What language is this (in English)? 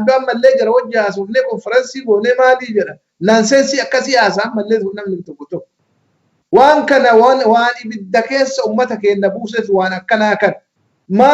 Oromo